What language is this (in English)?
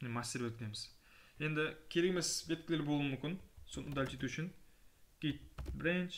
Kara-Kalpak